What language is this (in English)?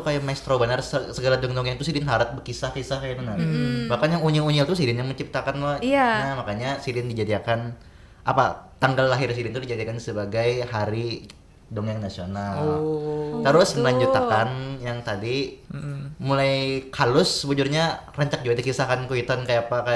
Banjar